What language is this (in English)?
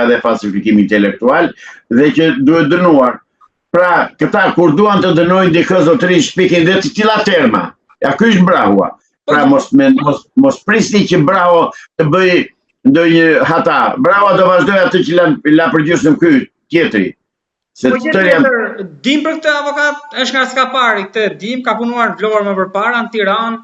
Albanian